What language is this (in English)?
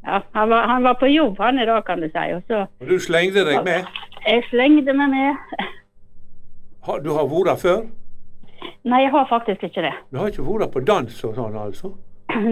Norwegian